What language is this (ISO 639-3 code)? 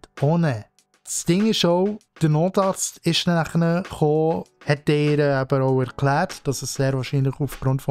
gsw